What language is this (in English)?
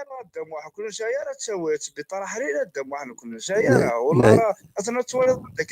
Kabyle